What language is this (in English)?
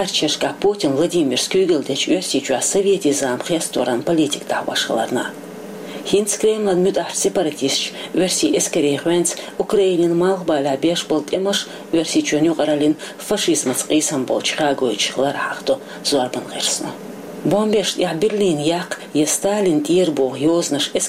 Chechen